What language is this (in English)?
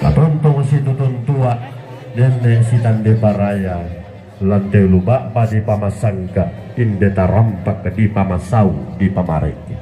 Toraja-Sa'dan